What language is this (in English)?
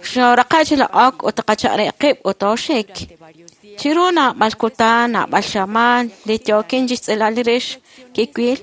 Kekchí